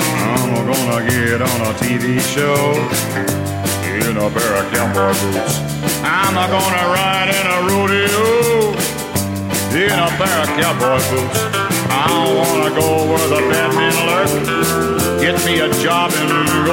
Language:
English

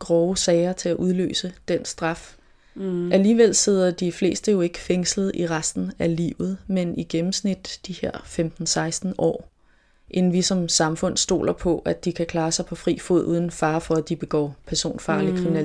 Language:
Danish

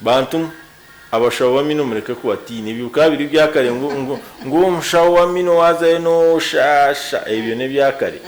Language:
Nyankole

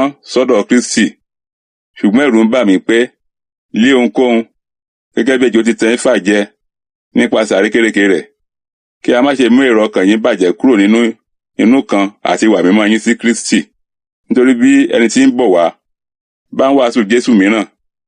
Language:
Yoruba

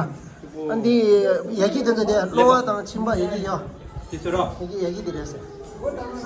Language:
Tibetan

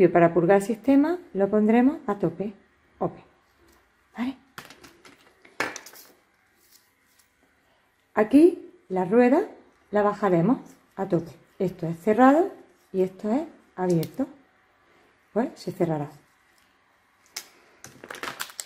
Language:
Spanish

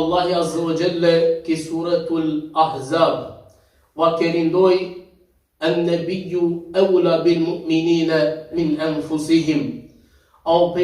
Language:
Balkan Romani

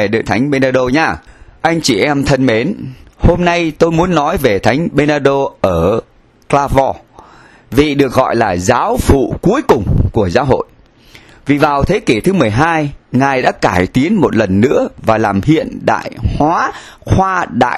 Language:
Vietnamese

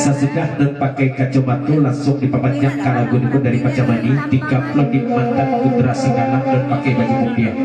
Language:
Minangkabau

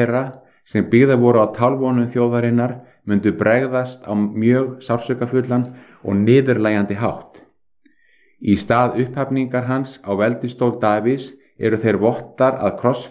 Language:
Icelandic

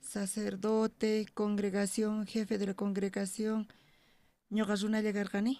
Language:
South Bolivian Quechua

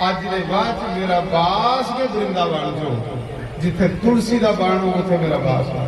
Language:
Dogri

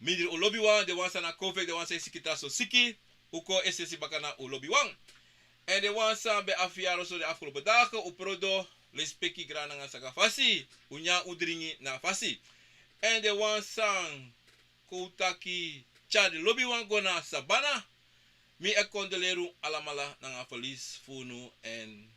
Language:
Sranan Tongo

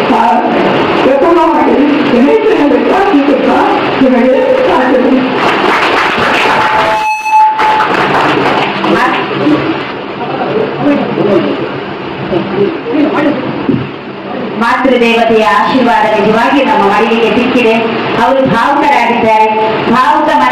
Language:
Kannada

